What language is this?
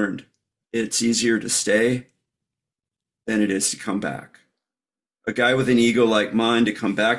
English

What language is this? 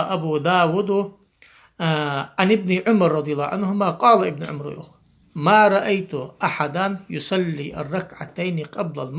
Ingush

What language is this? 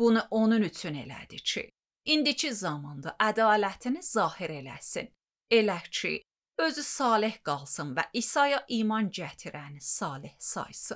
Azerbaijani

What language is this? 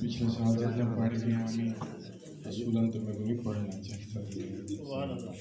Saraiki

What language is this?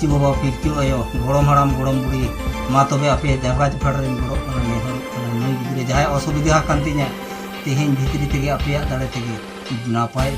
Santali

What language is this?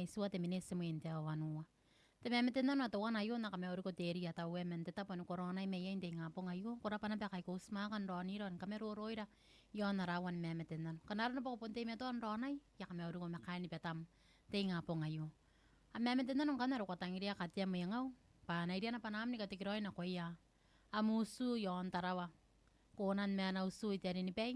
Gilbertese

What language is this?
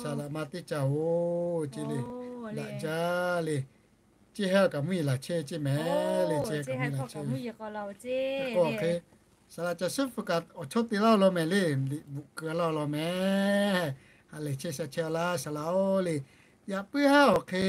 Lahu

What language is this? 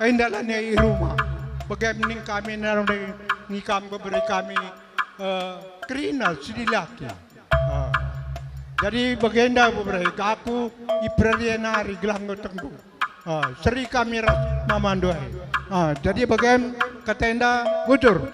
Batak Karo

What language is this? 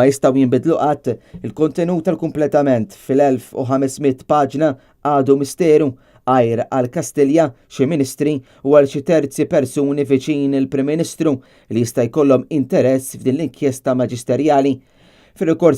Maltese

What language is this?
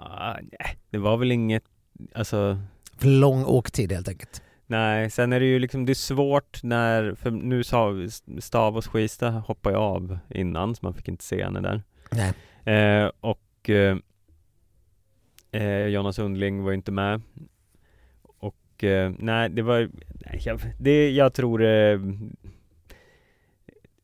Swedish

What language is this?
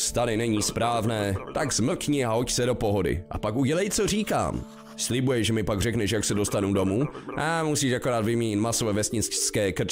Czech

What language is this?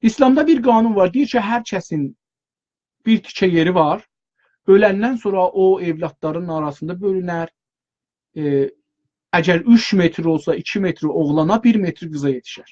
South Azerbaijani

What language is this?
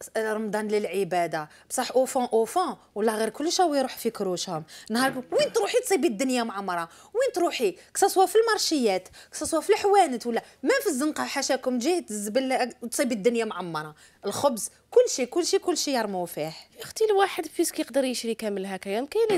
Algerian Arabic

